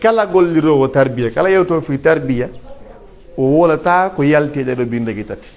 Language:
Pular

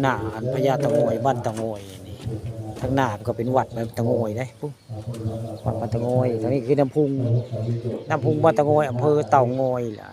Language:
Northeastern Thai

